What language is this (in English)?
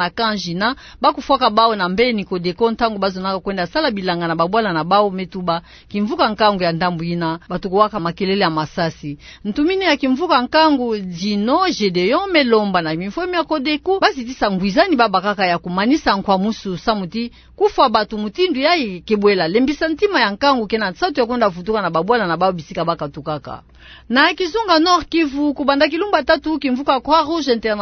Kituba (Democratic Republic of Congo)